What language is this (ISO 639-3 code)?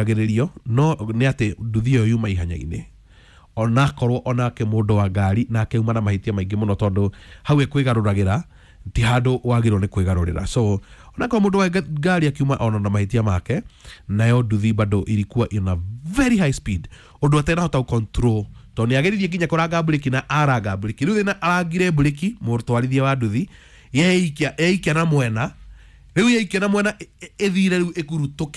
kik